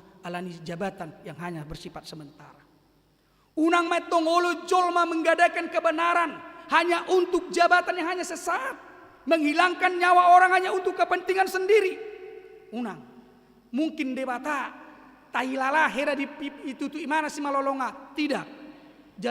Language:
Batak Toba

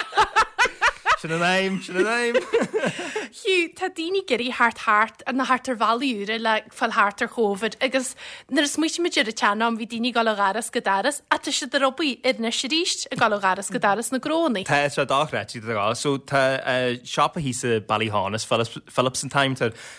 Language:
Irish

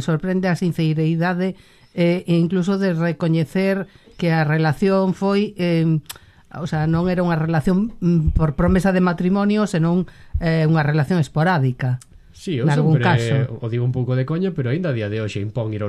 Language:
Galician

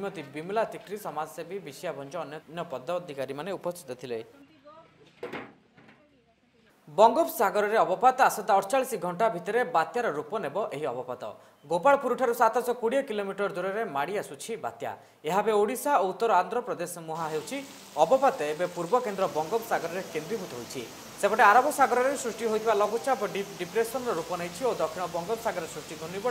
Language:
Odia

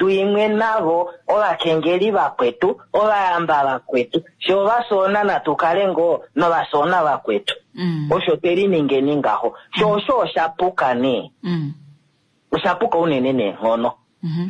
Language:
Kuanyama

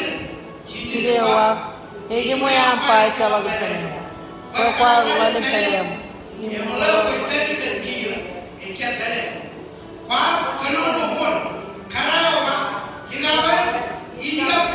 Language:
Marshallese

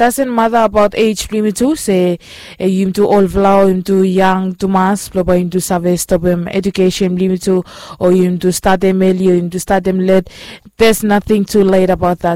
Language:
Bislama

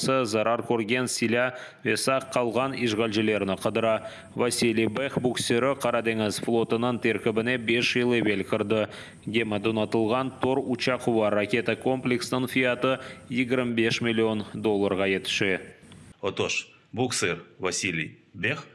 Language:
Crimean Tatar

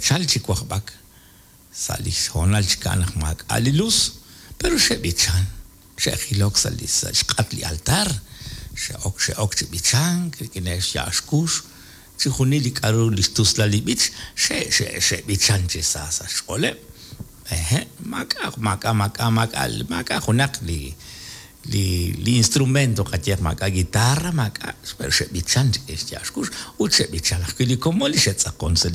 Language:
Kekchí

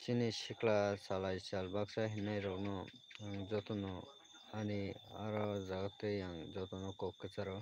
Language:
Kok Borok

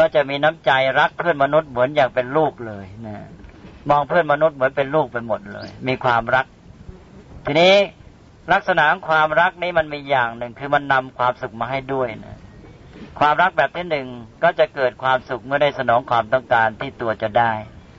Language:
Thai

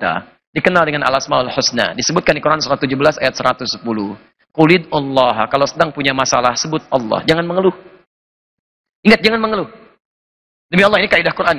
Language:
Indonesian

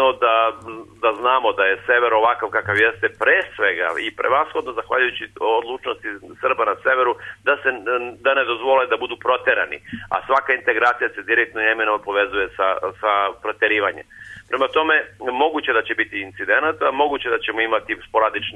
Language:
Serbian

